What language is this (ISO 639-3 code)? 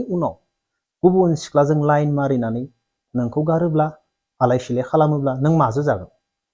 brx